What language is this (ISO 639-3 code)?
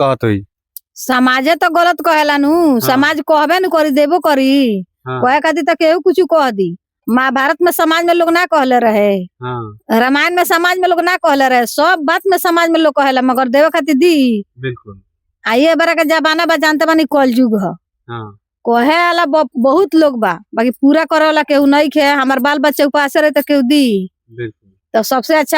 bho